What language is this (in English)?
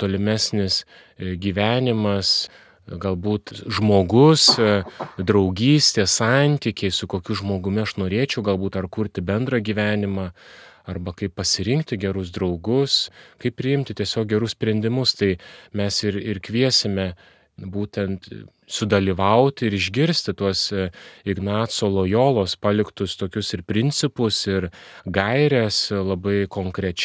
Lithuanian